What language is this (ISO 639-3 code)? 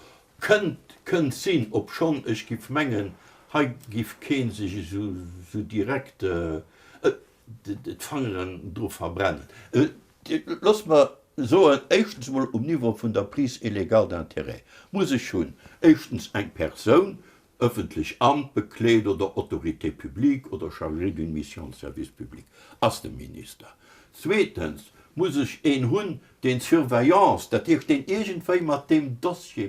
ltz